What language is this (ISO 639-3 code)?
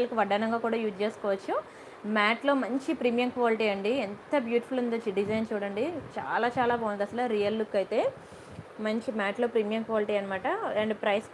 tel